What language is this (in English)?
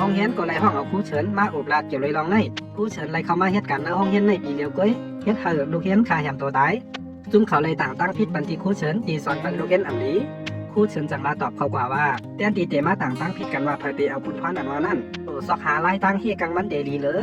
Shan